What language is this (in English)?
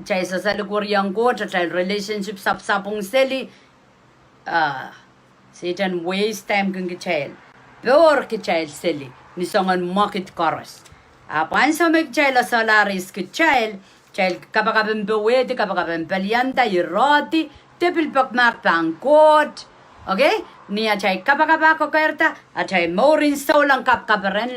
Pohnpeian